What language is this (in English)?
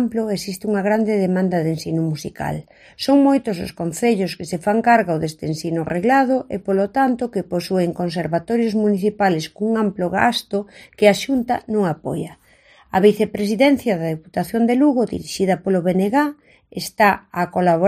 Galician